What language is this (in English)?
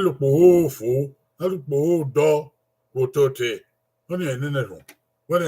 Bini